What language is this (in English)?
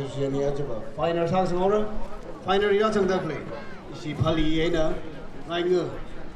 Tangkhul Naga (India)